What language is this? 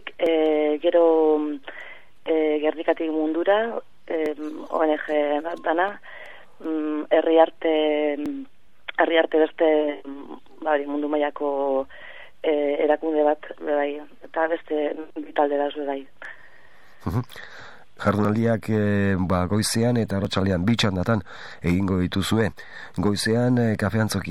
Basque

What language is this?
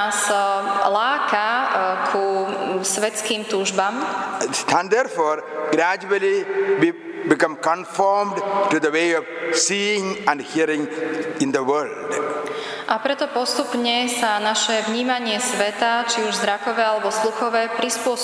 Slovak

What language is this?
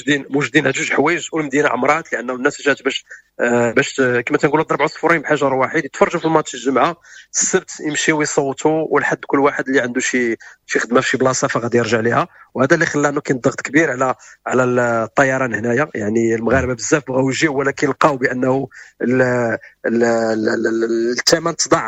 Moroccan Arabic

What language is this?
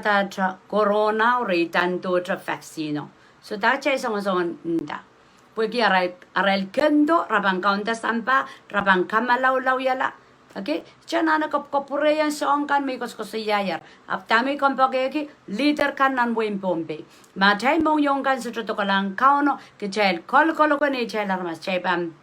Pohnpeian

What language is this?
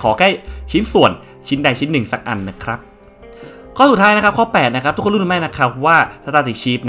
Thai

